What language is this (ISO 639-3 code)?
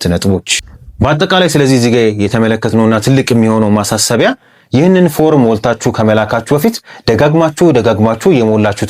amh